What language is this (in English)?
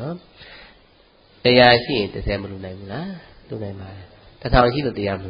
Burmese